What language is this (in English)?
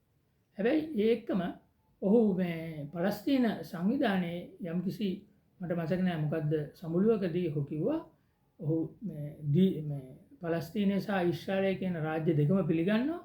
Sinhala